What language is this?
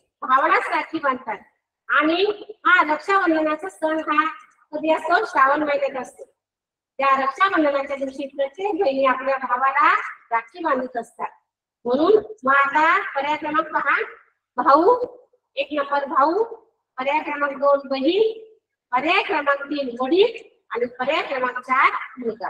Marathi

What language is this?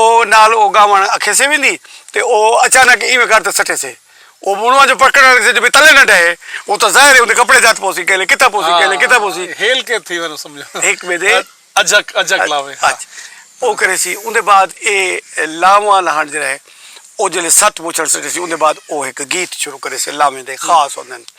Saraiki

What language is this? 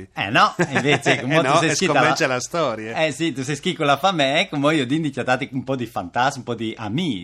Friulian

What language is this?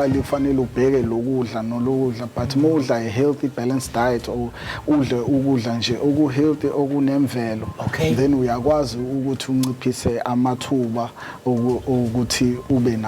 Zulu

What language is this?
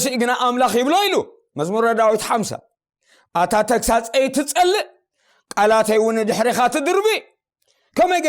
Tigrinya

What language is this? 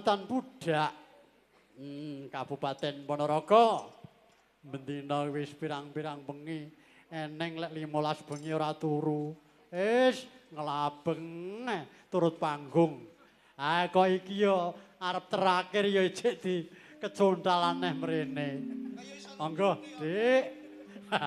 Javanese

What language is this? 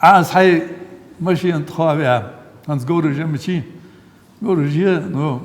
Ingush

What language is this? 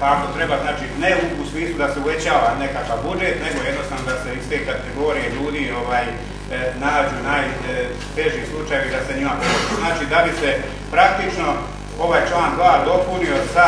Bosnian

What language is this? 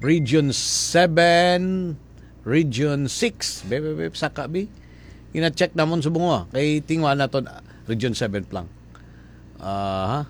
Hiligaynon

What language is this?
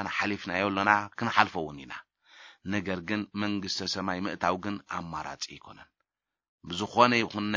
Tigrinya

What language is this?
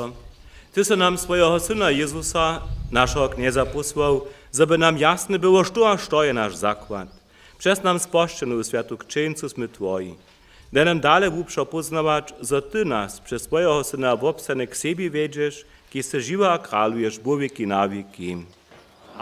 Upper Sorbian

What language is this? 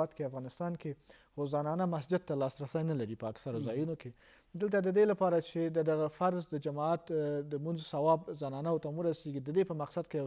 Pashto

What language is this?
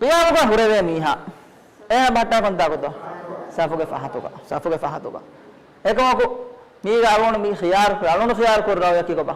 Divehi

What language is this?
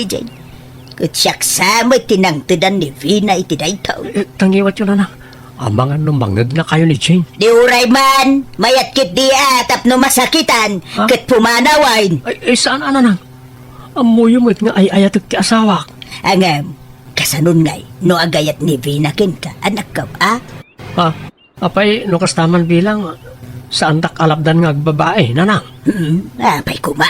Iloko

